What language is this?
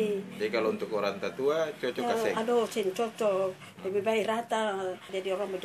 Ambonese Malay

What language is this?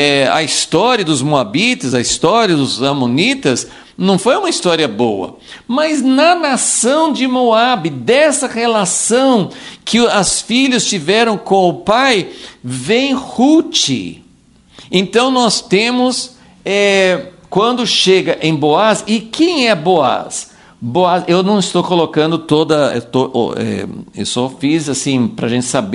Portuguese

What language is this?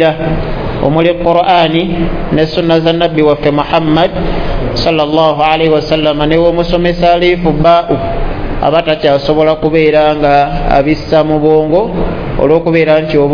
Ganda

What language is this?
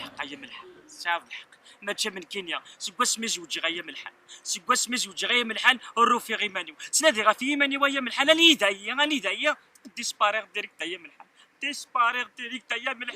Kabyle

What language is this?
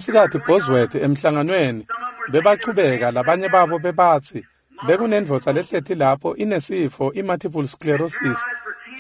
Swati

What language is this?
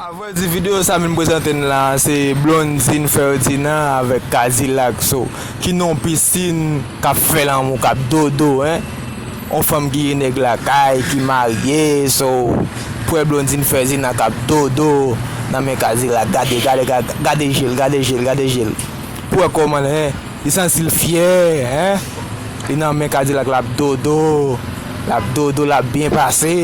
Haitian Creole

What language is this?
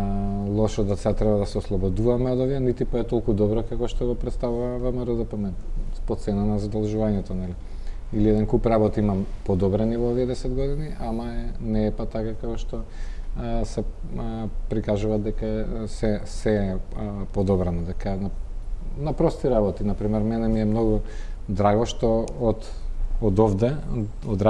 Macedonian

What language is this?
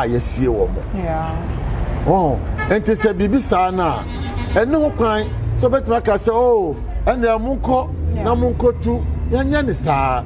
Akan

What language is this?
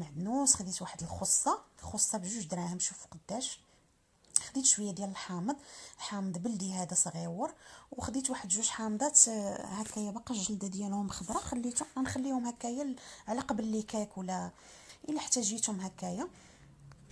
Moroccan Arabic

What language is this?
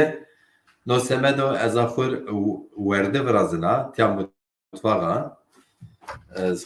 Zaza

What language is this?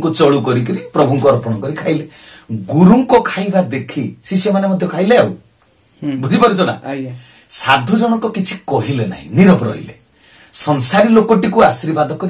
Odia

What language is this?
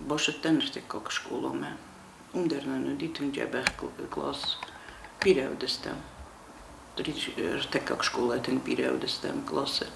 Ossetic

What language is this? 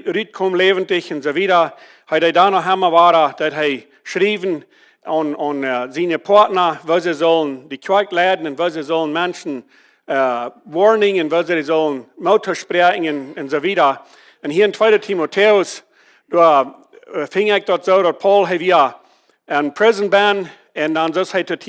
Plautdietsch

